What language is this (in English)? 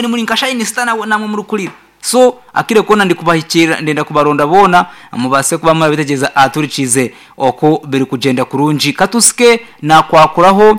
Nyankole